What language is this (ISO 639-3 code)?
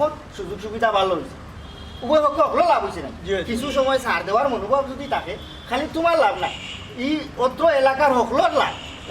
syl